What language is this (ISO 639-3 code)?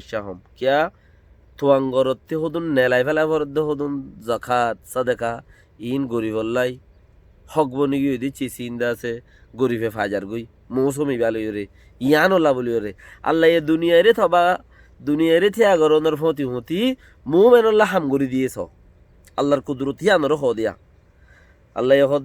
rhg